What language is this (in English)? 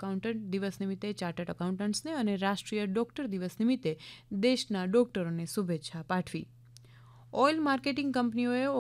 Gujarati